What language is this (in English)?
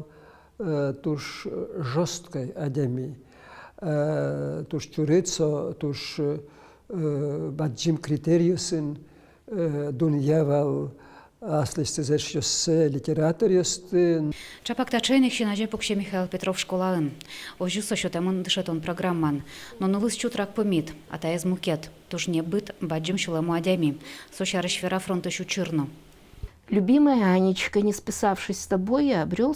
Udmurt